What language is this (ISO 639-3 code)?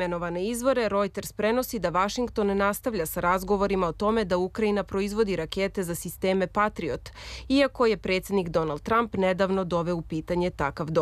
srp